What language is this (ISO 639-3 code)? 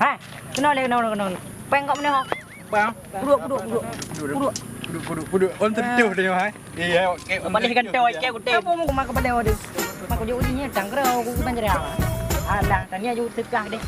ace